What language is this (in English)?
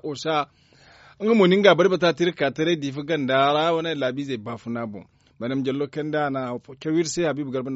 Zarma